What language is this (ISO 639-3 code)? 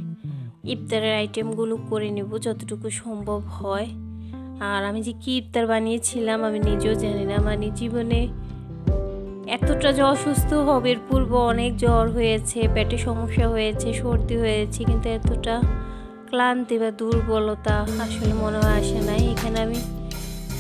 ben